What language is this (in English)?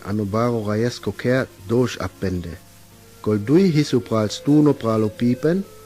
Sinte Romani